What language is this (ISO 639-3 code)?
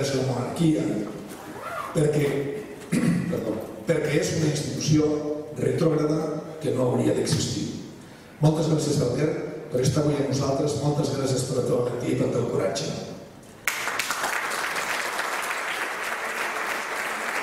cat